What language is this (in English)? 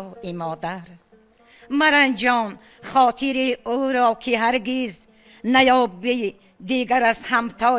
Tajik